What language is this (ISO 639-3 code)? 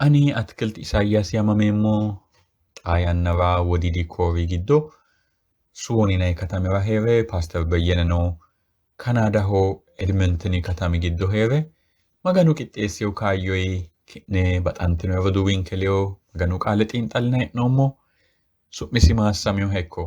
sid